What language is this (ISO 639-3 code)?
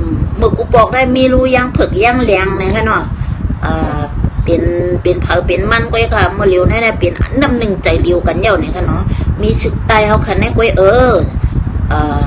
shn